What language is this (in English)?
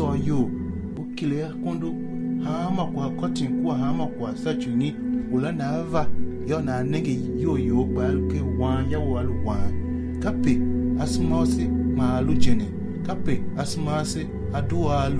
Tiv